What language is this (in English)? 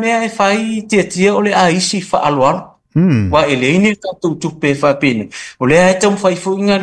Samoan